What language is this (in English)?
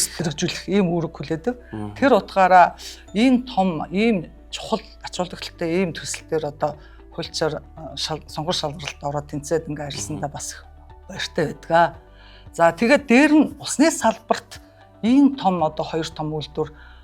Mongolian